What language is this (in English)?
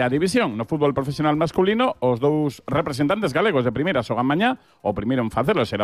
Galician